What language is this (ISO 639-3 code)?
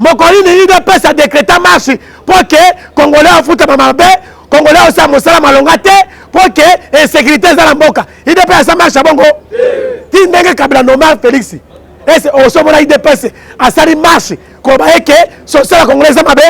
lin